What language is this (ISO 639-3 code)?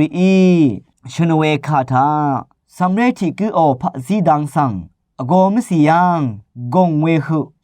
raw